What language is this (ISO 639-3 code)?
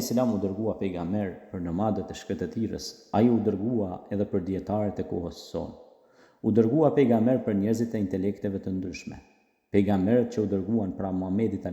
sqi